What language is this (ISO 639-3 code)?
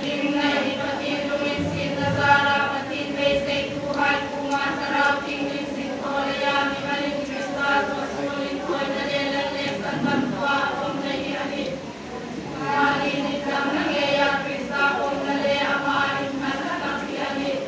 hmr